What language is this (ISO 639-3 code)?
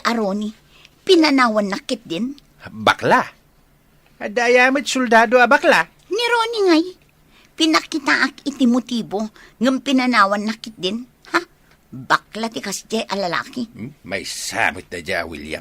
ilo